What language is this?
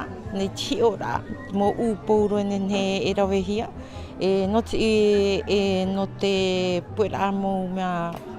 Tahitian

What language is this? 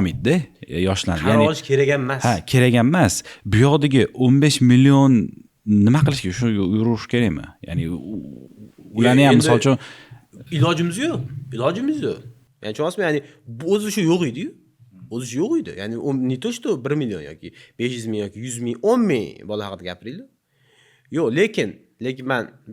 Uzbek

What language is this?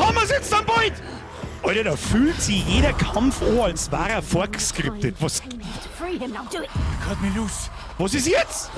Bavarian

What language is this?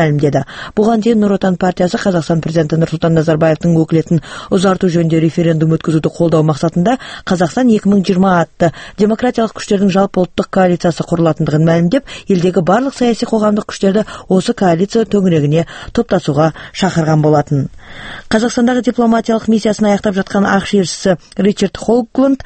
Kazakh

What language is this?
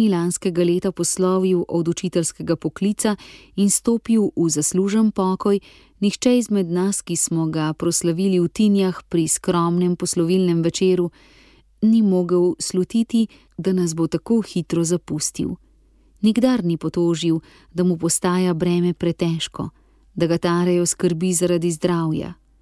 Slovenian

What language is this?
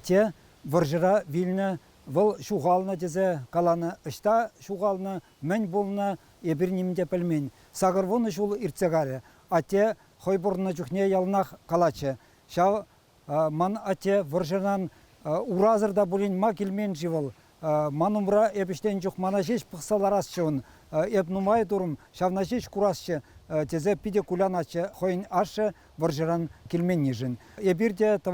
Chuvash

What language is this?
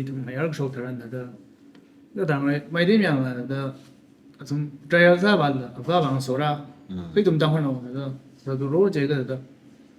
Tangkhul Naga (India)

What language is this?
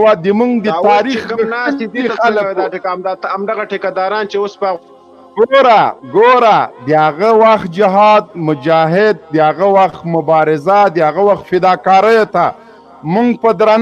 Pashto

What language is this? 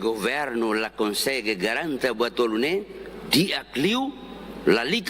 Tetum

